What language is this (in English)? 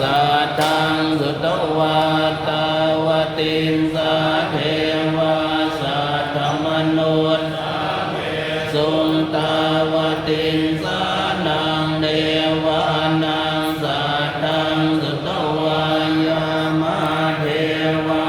Pali